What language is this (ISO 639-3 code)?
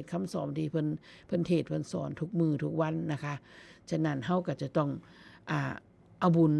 tts